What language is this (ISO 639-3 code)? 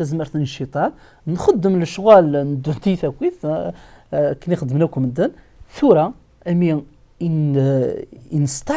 kab